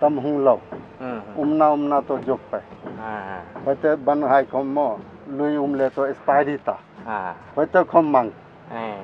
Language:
Paite Chin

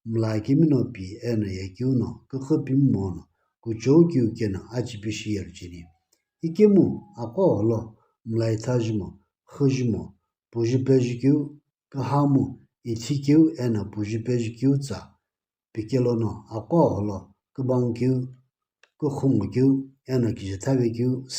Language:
Sumi Naga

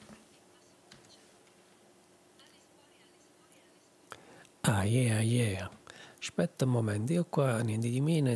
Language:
Italian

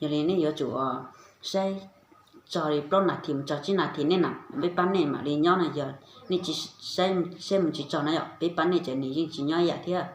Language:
Hmong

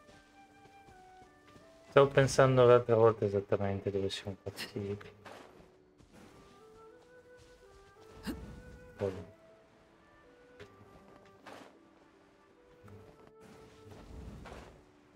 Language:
Italian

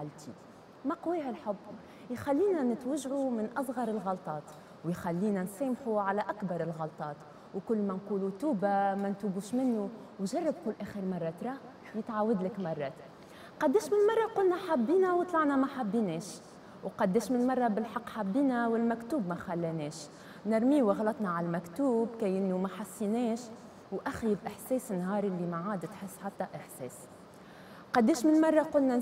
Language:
Tunisian Arabic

